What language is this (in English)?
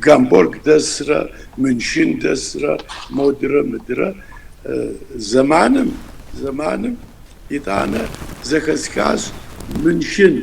Kabardian